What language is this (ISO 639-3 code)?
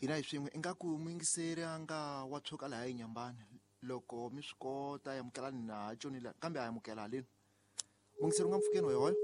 tso